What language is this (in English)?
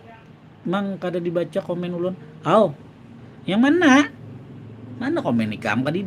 Banjar